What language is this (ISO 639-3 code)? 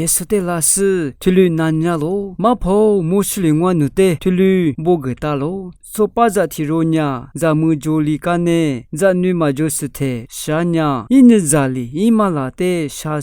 lis